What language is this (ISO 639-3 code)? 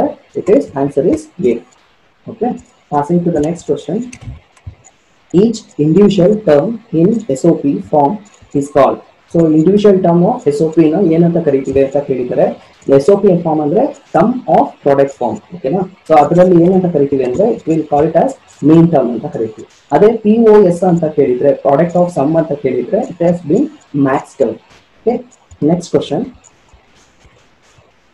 kan